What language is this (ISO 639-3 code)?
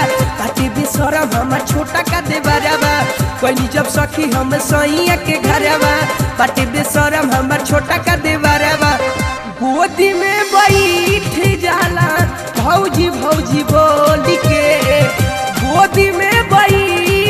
bho